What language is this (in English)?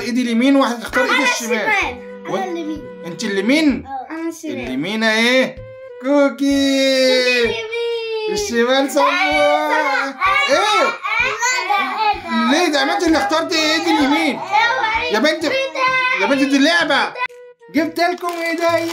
Egyptian Arabic